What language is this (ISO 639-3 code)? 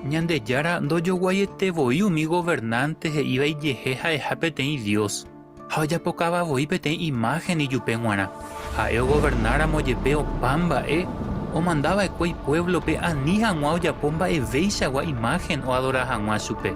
grn